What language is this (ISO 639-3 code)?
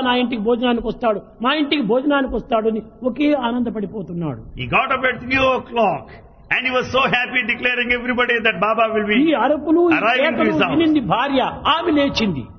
tel